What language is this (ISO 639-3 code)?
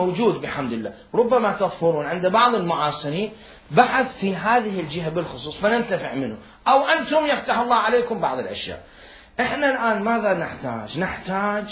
acm